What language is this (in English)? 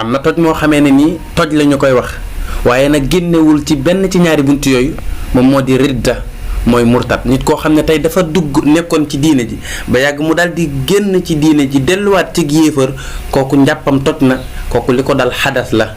Wolof